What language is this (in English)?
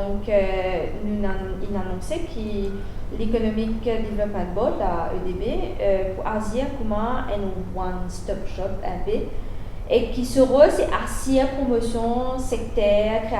Morisyen